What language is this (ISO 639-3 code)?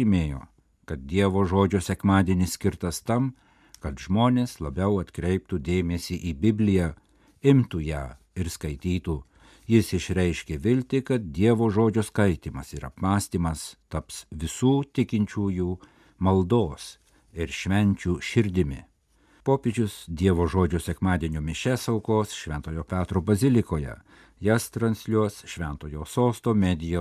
lit